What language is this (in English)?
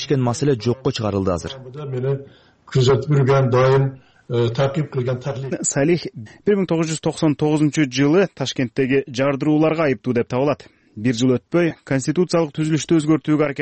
Kyrgyz